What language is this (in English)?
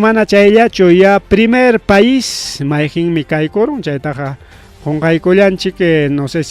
Ayacucho Quechua